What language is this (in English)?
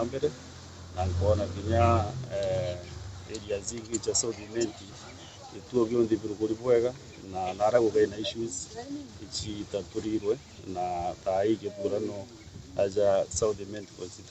Meru